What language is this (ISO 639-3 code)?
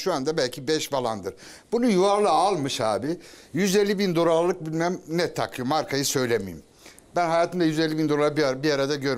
tur